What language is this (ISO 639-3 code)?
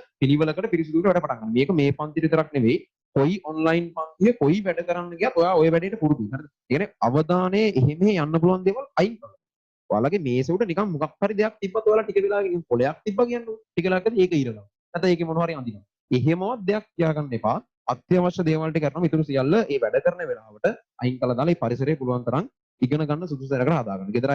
sin